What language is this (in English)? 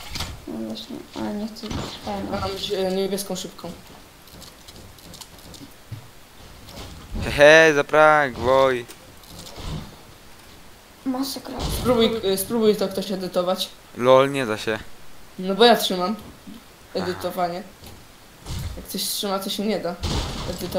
Polish